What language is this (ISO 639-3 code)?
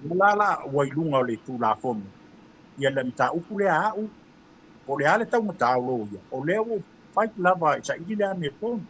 smo